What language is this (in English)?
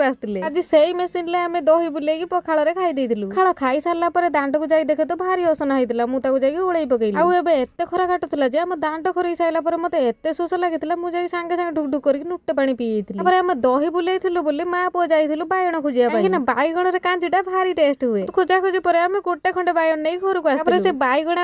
Odia